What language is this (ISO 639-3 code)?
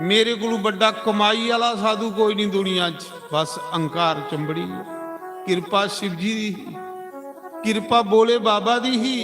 doi